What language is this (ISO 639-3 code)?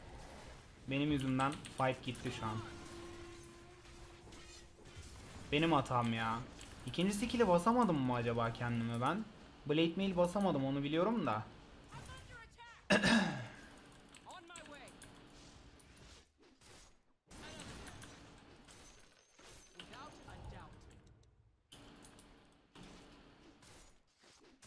tur